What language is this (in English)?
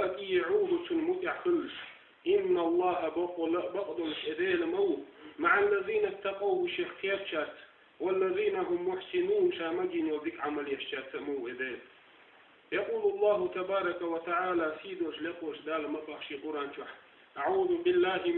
Chechen